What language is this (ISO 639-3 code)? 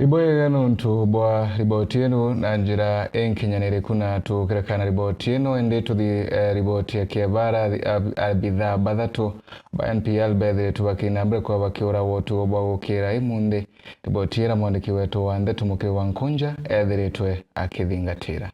mer